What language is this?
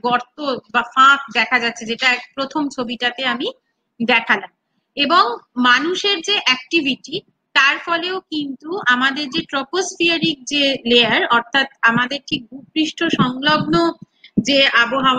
Bangla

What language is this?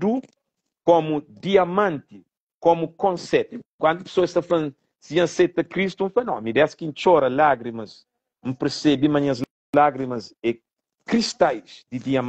Kabuverdianu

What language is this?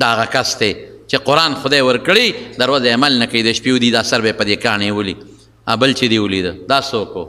Pashto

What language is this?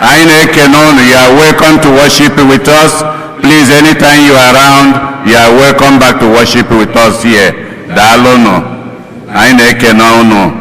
Igbo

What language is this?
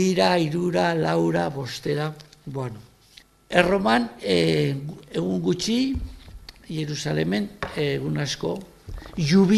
Basque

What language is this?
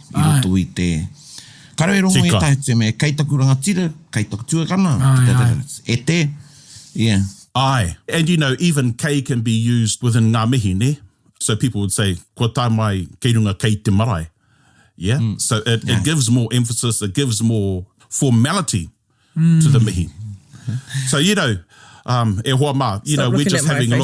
Māori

